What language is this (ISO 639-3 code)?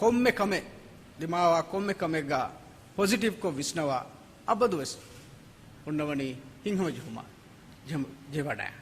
div